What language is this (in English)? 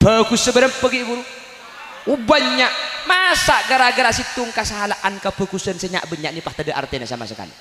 Madurese